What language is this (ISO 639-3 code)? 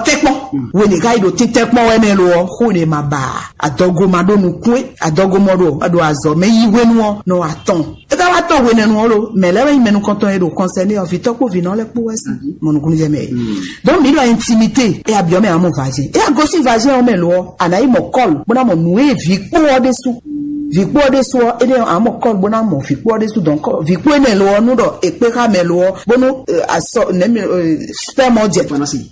fon